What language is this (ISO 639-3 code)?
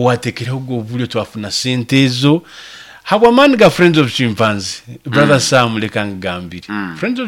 nyo